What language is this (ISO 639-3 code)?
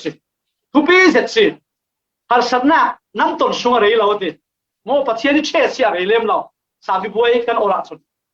cfm